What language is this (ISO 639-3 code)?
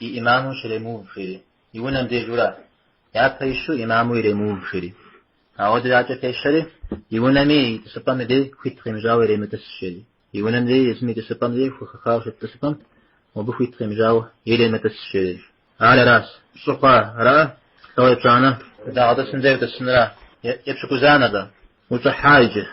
kbd